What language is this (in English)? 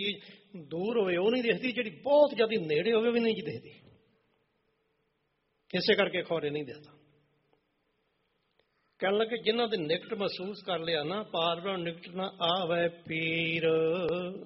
Punjabi